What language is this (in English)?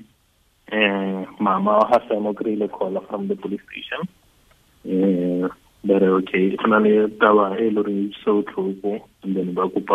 Tswana